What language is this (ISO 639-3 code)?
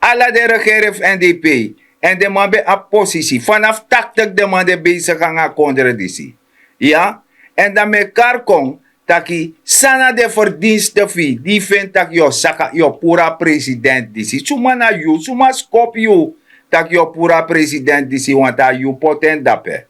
srn